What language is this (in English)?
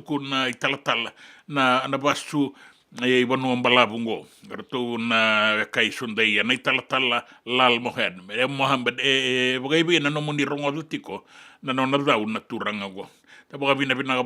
Fijian